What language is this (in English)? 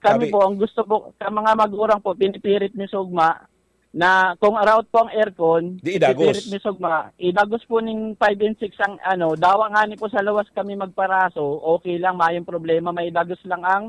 Bikol